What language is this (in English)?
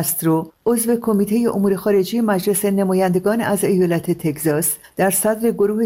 Persian